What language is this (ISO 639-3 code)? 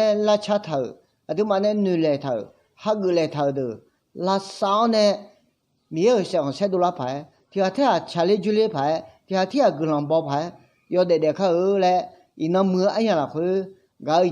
ahk